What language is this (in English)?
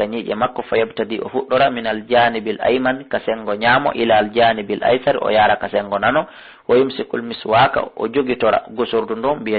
Fula